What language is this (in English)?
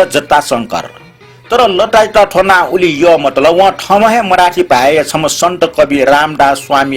Newari